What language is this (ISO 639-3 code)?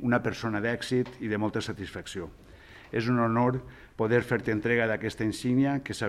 cat